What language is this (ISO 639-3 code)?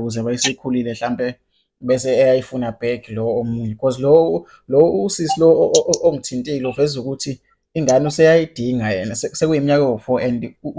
zul